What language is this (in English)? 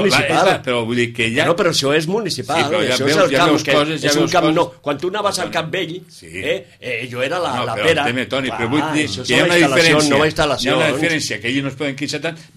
Catalan